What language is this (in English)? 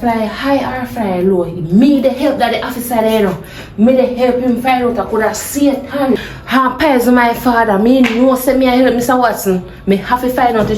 Jamaican Creole English